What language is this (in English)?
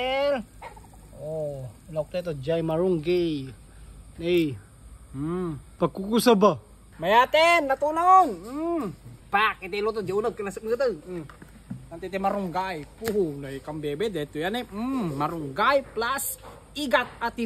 Iloko